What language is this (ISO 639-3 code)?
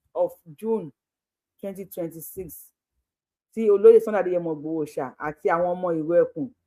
yor